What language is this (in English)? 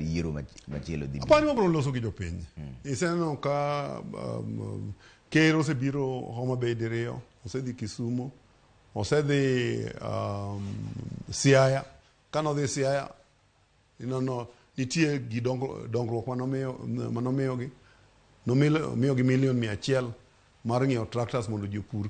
Luo (Kenya and Tanzania)